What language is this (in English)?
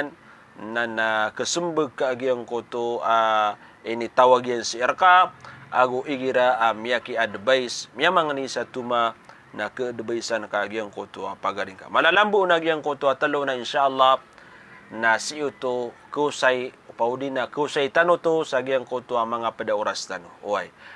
Maranao